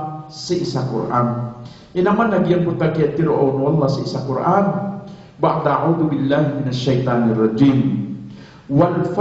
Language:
Maranao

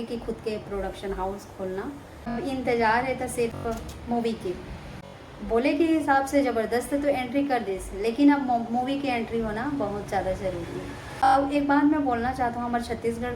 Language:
Chhattisgarhi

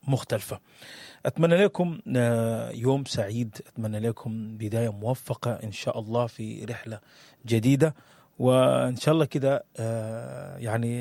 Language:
Sudanese Arabic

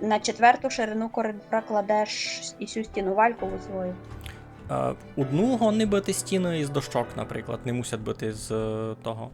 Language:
Rusyn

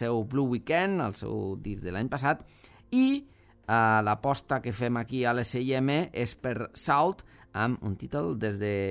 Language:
Catalan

